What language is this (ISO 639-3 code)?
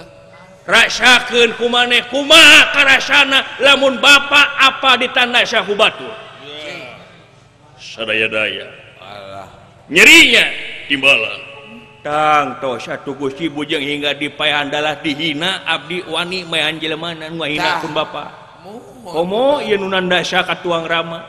sun